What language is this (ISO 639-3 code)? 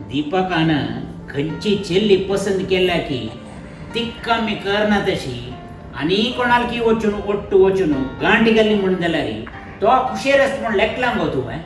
kok